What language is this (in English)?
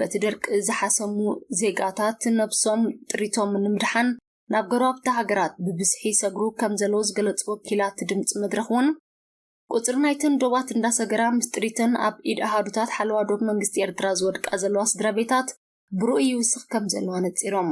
Tigrinya